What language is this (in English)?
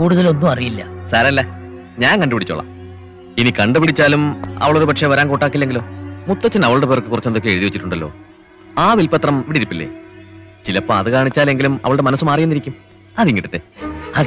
Malayalam